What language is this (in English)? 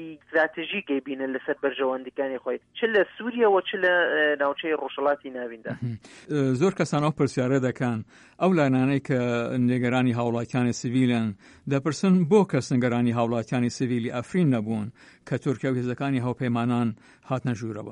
Central Kurdish